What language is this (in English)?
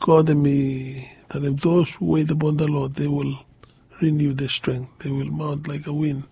Bislama